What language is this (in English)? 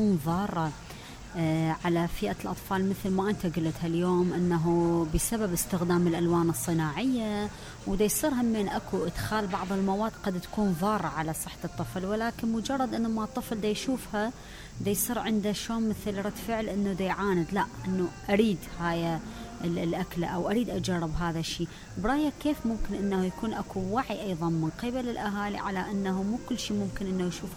Mesopotamian Arabic